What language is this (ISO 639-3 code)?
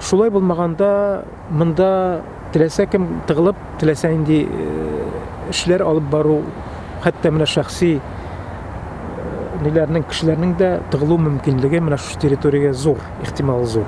tat